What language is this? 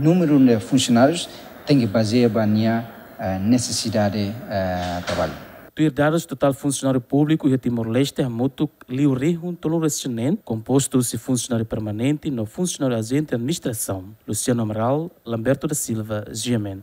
Tetum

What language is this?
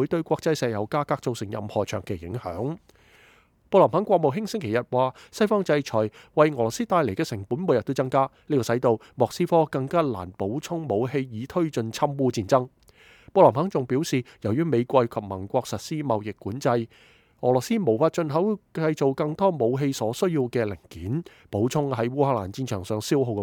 Cantonese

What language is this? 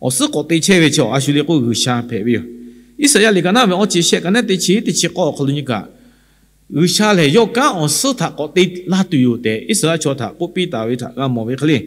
Lahu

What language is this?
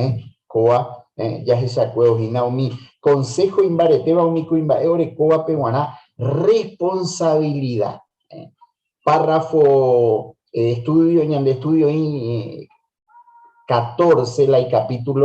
Guarani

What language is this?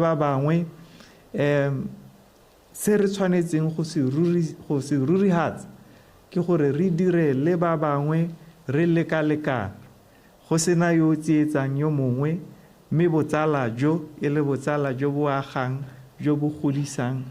Tswana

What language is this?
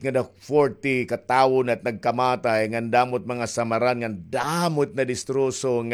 Waray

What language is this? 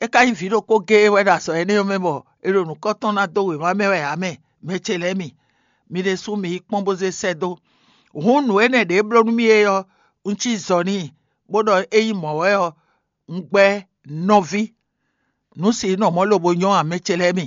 Fon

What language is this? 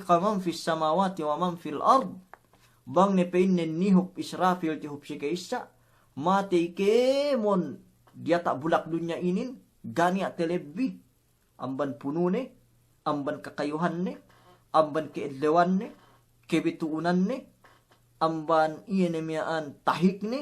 Yakan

